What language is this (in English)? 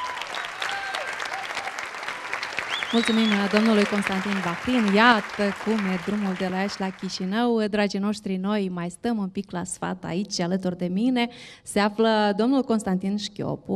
Romanian